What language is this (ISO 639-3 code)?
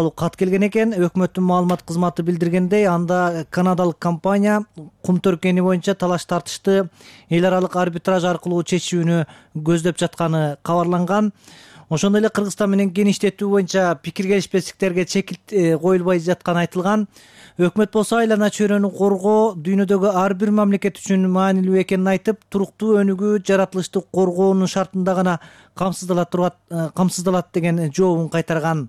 kir